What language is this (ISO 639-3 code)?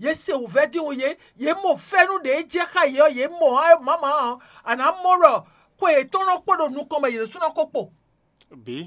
fon